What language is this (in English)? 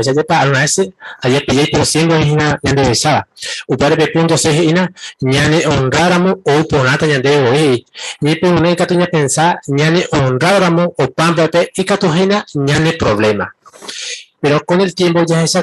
Guarani